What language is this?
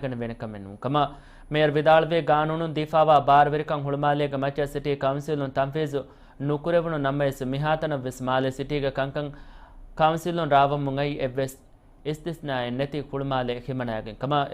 Divehi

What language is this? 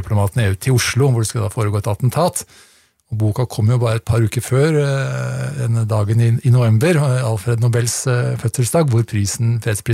Norwegian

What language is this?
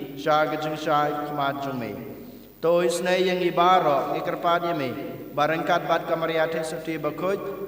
Khasi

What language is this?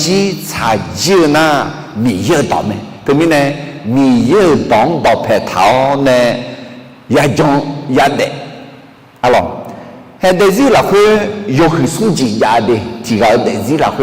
Akha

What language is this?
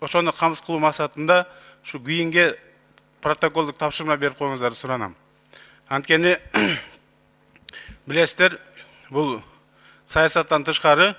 Kyrgyz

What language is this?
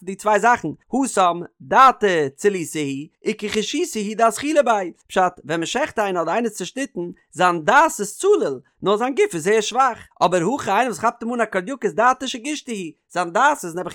Yiddish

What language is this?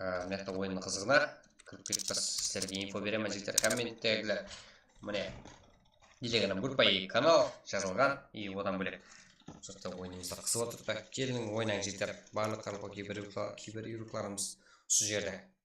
Kara-Kalpak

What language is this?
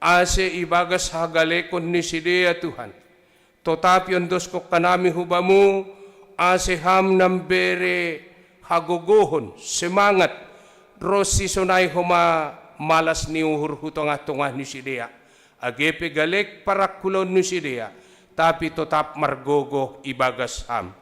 Batak Simalungun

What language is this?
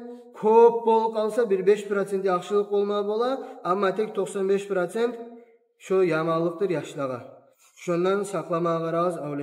Kumyk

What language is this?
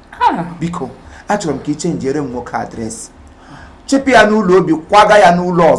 Igbo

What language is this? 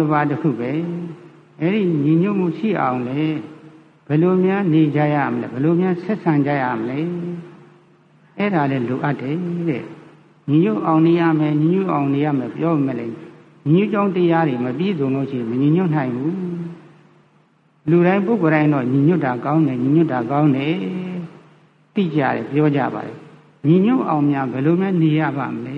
Burmese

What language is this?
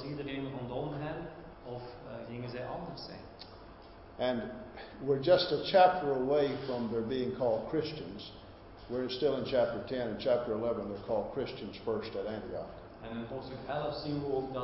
Dutch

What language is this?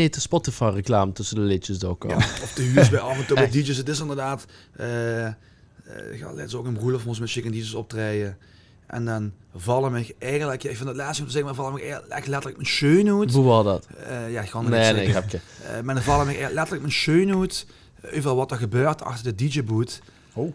Limburgish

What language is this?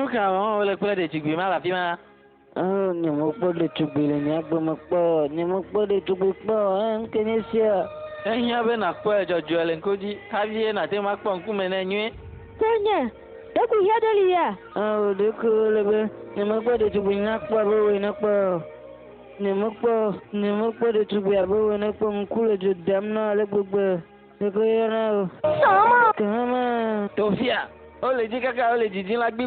Ewe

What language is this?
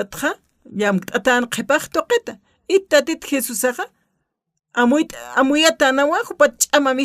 Aymara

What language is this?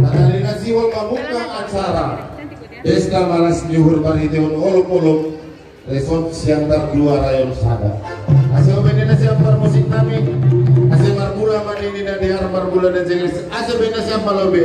Batak Simalungun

